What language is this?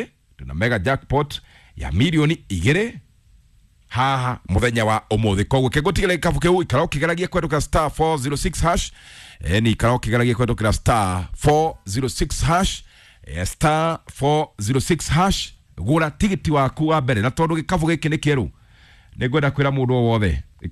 Kikuyu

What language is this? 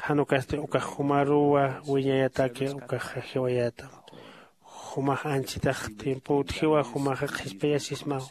Aymara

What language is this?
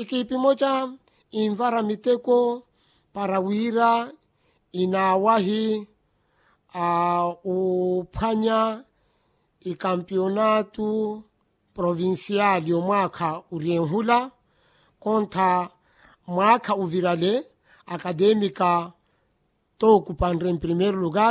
Makhuwa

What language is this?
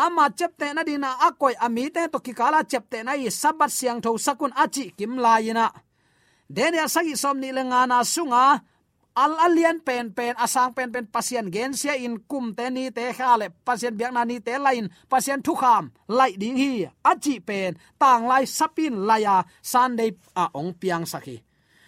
Tedim Chin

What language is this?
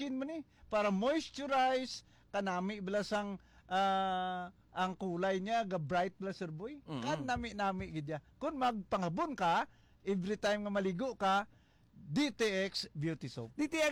Hiligaynon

